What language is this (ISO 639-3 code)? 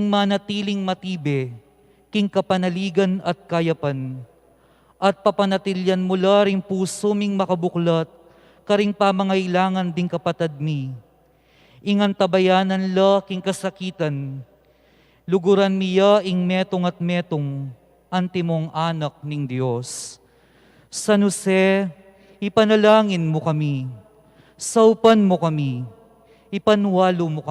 pam